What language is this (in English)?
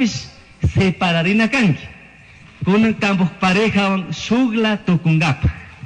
Chimborazo Highland Quichua